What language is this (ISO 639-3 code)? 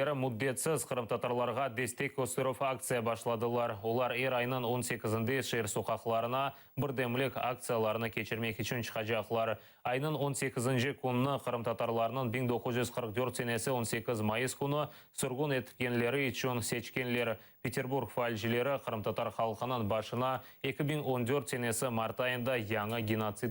crh